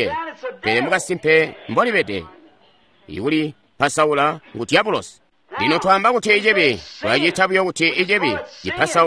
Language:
Tonga (Zambia)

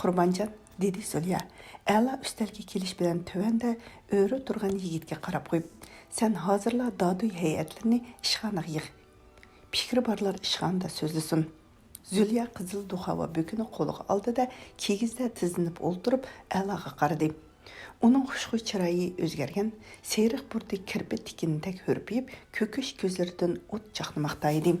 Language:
Uyghur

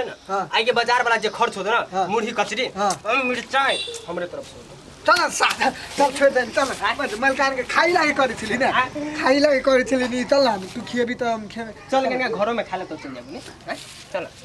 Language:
Maithili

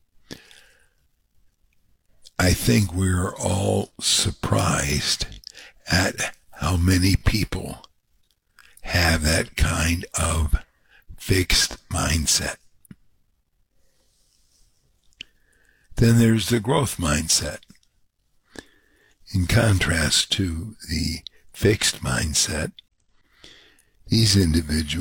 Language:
English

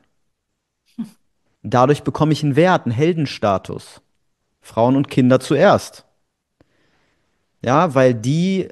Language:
German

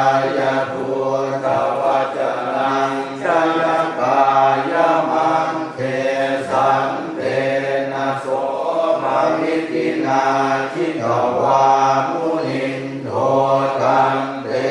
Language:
Pali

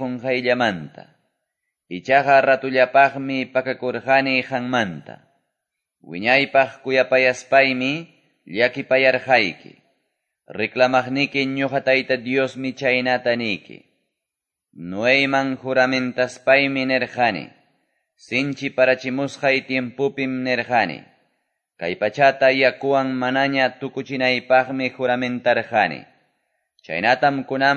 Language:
Quechua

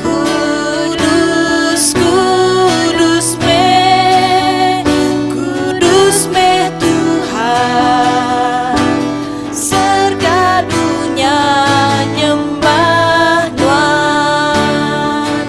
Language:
Iban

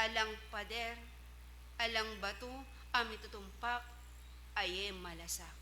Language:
Pampanga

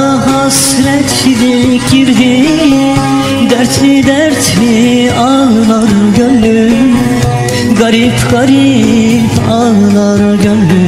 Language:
Turkish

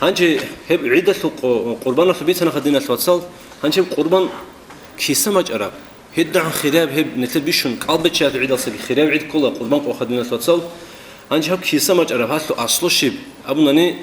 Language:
Avaric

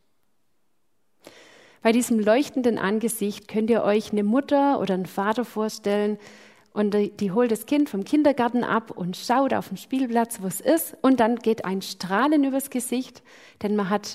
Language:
German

